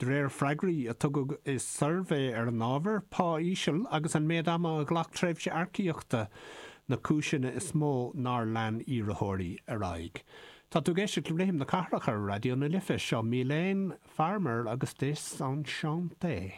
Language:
Irish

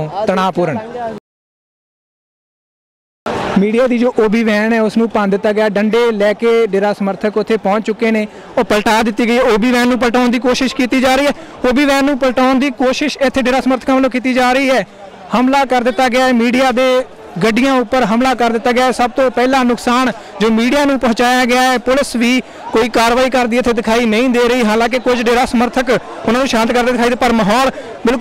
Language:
Punjabi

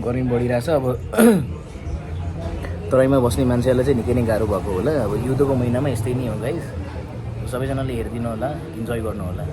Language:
Nepali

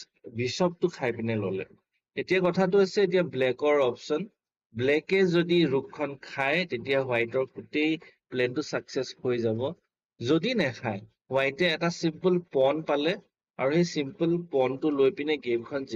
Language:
Assamese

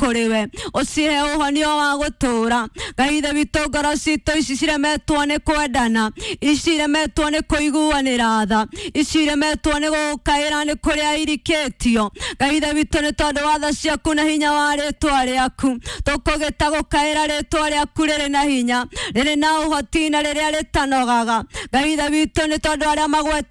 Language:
Kikuyu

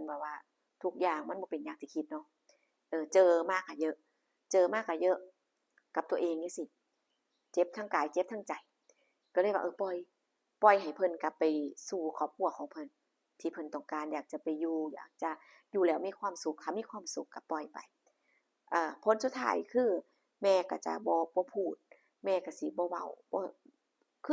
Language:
Lao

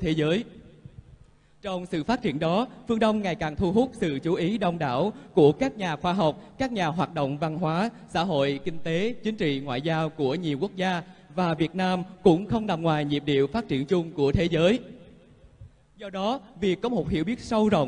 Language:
Vietnamese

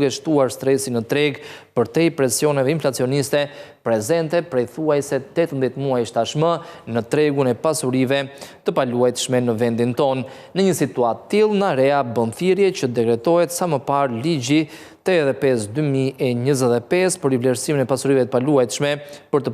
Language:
Albanian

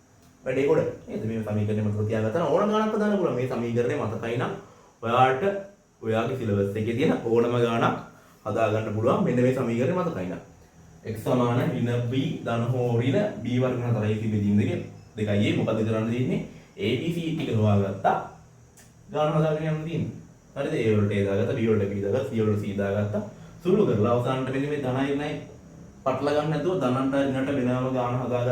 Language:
Sinhala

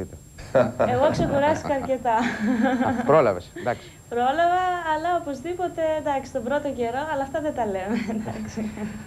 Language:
Greek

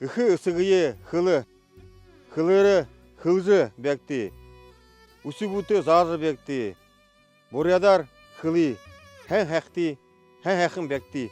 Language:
Buriat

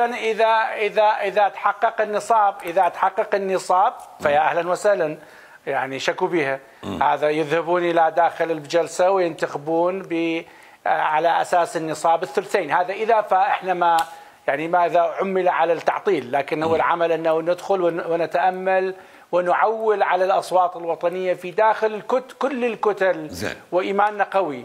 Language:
Mesopotamian Arabic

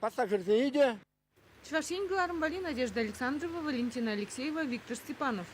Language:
Chuvash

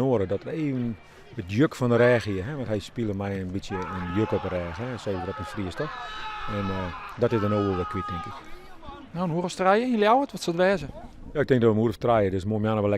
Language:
Western Frisian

